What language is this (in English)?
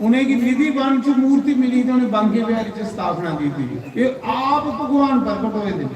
Dogri